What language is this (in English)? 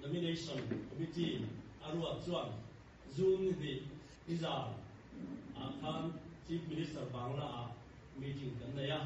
Mizo